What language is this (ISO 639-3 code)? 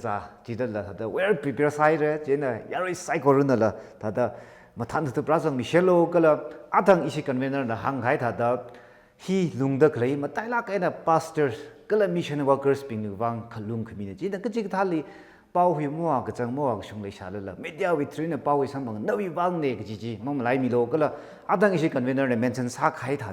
nmf